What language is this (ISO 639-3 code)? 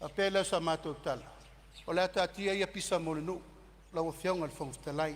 smo